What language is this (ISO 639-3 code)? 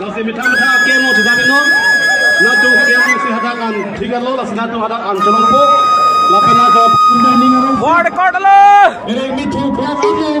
mjw